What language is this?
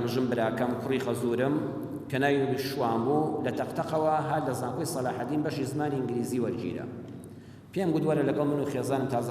Central Kurdish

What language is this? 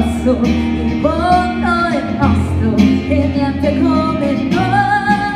Italian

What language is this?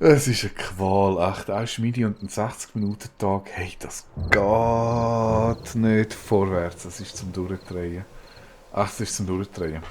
Swiss German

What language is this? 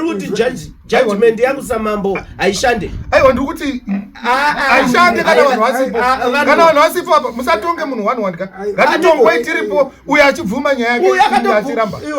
Shona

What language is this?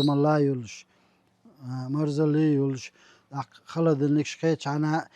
Chechen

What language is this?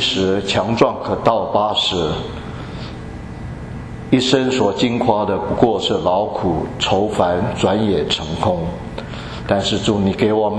Chinese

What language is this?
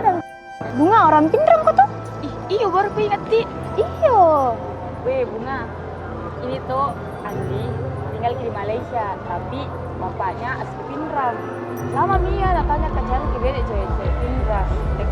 Makassar Malay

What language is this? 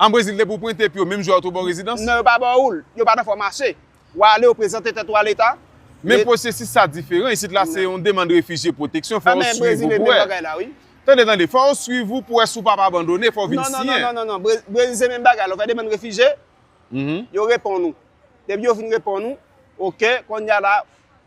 Haitian Creole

